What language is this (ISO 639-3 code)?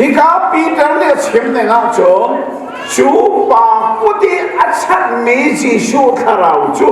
cnh